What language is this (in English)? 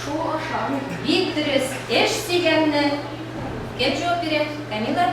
Tatar